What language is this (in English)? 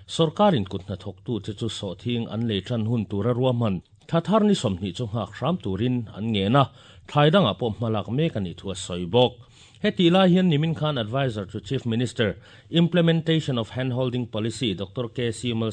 Mizo